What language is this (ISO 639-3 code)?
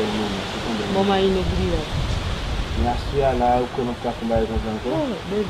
hat